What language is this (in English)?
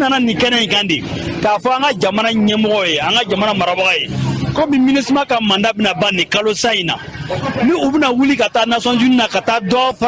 Bambara